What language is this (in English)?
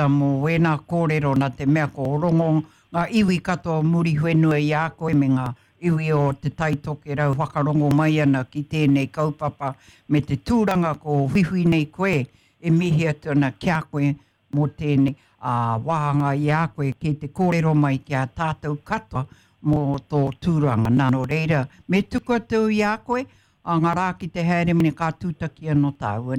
Māori